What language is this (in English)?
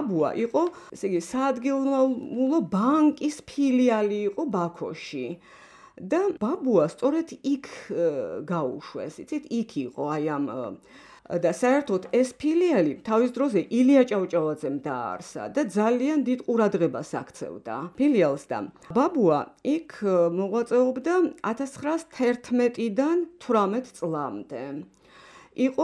Georgian